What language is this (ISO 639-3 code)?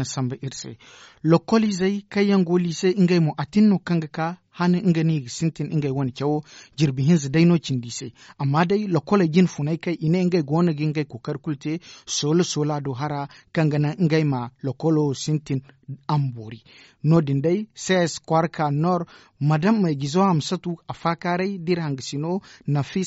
dje